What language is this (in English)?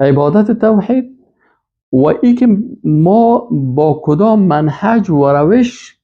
Persian